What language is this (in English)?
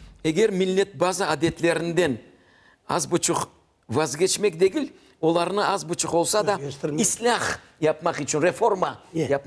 Crimean Tatar